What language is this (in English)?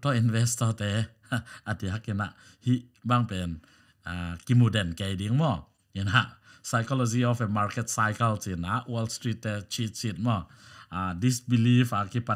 Tedim Chin